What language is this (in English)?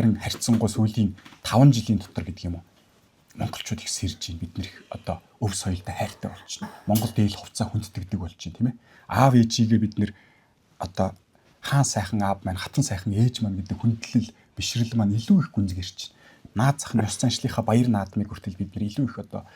Mongolian